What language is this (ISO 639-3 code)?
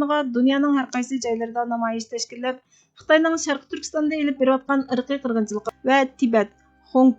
uig